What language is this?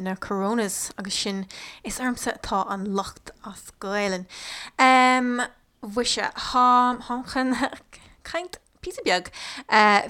Irish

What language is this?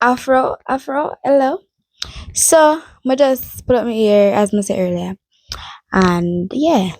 Jamaican Creole English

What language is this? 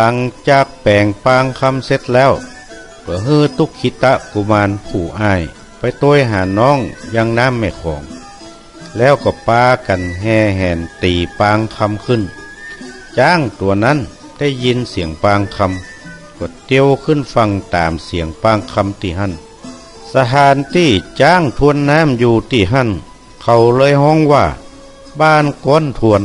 Northern Thai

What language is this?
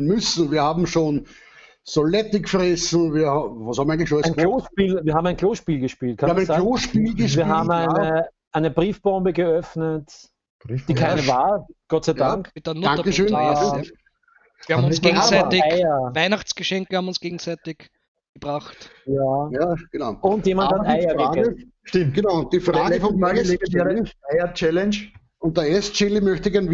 Bavarian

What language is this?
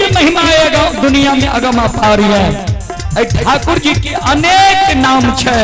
Maithili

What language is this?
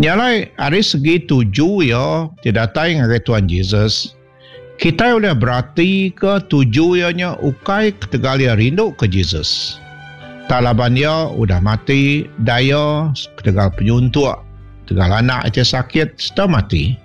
Iban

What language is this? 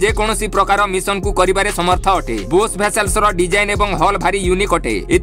Odia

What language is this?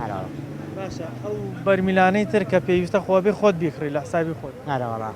Central Kurdish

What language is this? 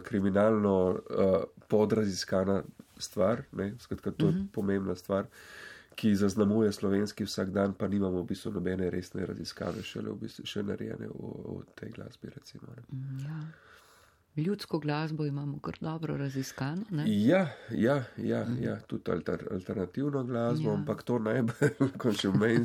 Slovenian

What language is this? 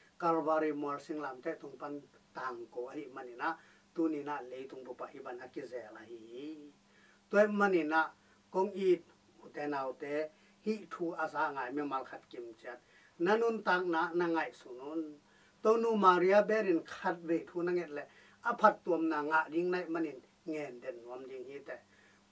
Tedim Chin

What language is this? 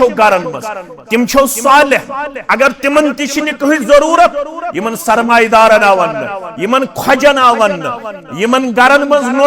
Kashmiri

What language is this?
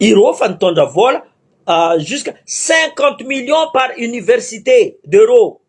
Malagasy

